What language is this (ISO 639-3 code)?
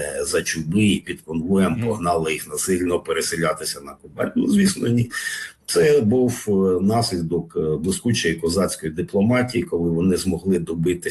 ukr